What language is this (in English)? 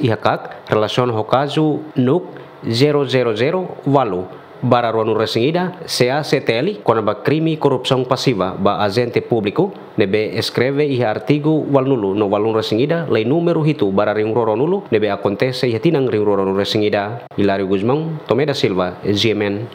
Tetum